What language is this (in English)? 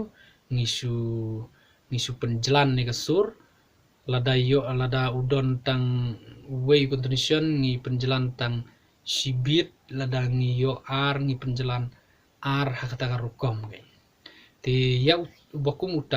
Khasi